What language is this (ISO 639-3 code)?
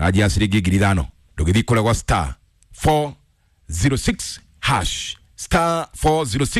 kik